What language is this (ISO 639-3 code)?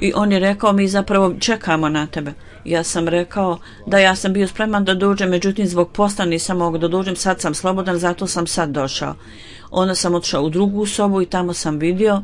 bos